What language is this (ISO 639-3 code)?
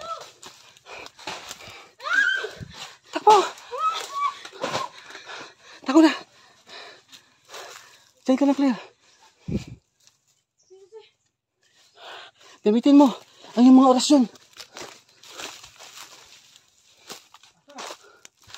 fil